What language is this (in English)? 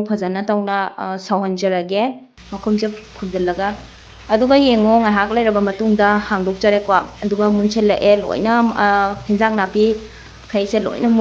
Manipuri